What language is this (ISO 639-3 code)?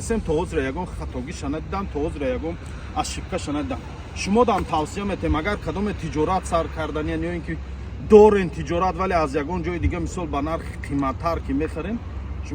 tgk